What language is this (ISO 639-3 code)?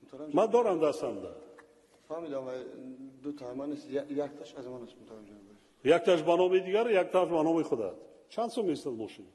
tgk